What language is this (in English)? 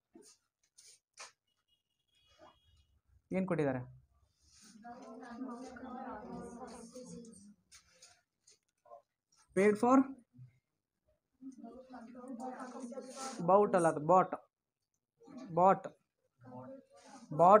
Kannada